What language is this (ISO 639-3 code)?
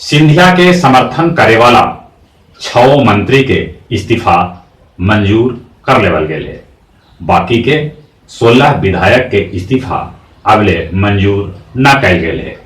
mag